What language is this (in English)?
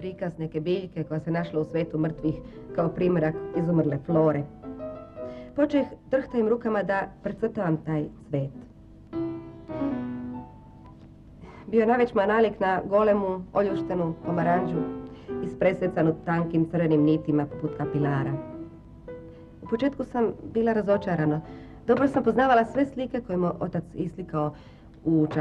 Serbian